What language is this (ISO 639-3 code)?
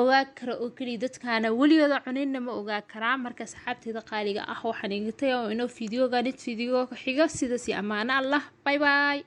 som